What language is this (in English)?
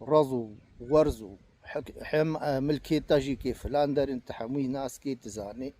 Kurdish